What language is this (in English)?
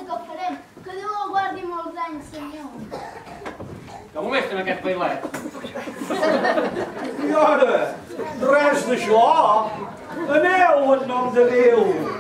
Catalan